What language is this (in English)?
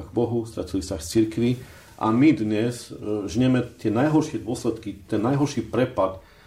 Slovak